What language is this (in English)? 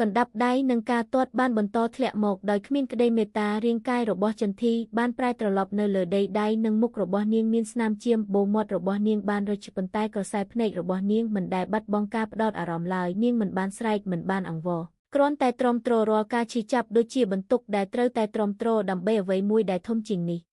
Khmer